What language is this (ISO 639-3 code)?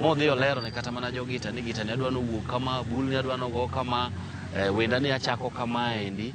luo